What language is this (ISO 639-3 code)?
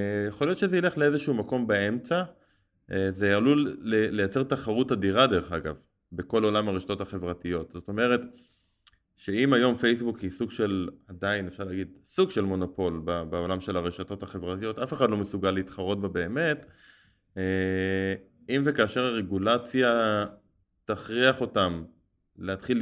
heb